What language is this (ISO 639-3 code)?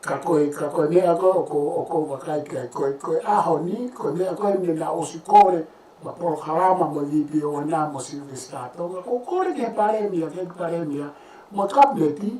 ton